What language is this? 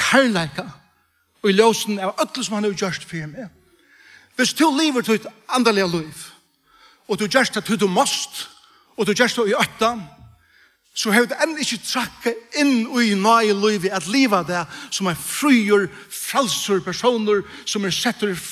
Faroese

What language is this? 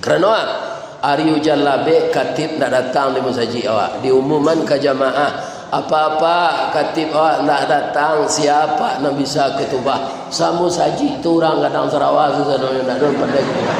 Minangkabau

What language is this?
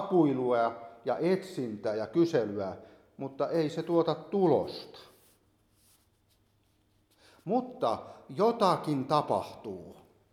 Finnish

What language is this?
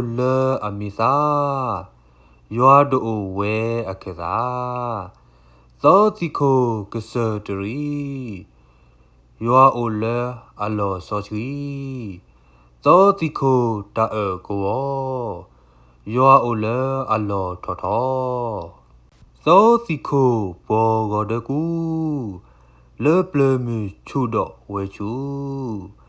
S'gaw Karen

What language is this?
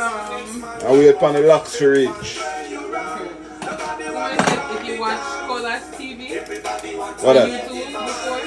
Jamaican Creole English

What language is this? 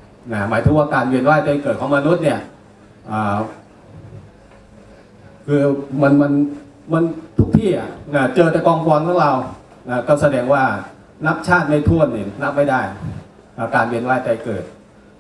Thai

